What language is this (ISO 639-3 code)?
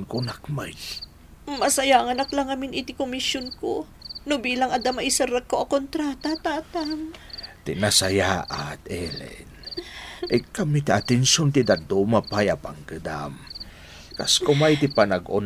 ilo